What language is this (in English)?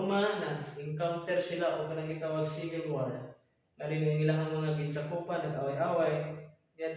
Cebuano